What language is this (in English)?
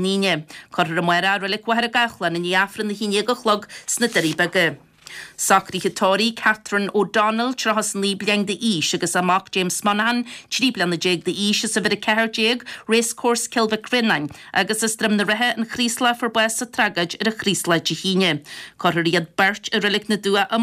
Irish